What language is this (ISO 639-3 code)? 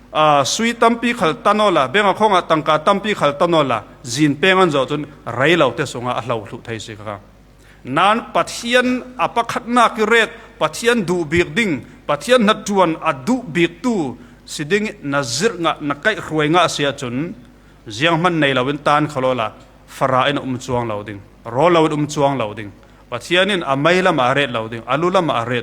cfm